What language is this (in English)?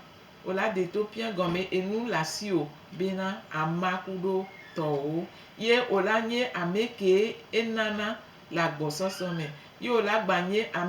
Gen